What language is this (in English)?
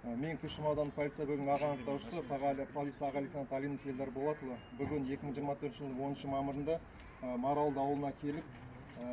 Kazakh